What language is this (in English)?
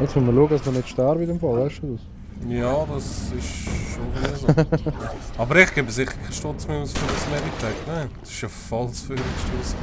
Swiss German